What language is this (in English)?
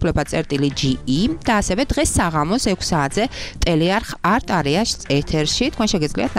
Georgian